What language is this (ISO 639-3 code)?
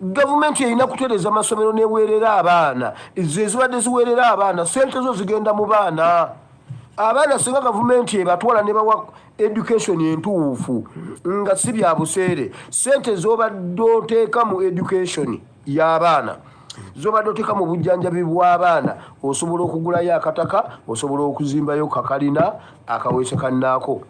lug